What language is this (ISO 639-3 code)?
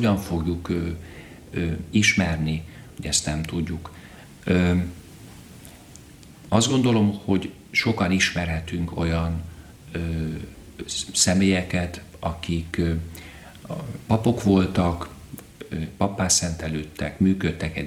hun